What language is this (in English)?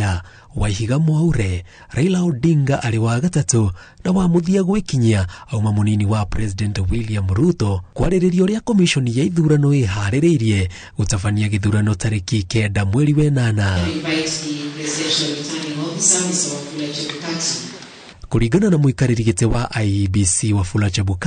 Kikuyu